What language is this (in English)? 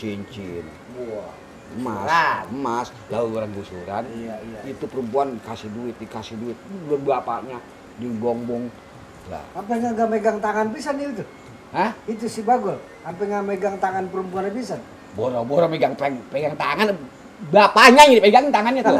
Betawi